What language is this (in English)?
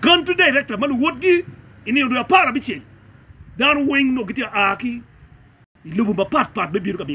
Acoli